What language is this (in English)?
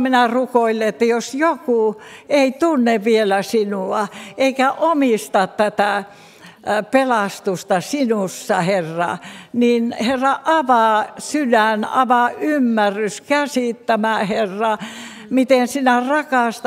Finnish